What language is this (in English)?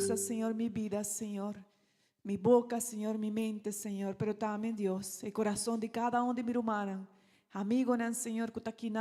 Papiamento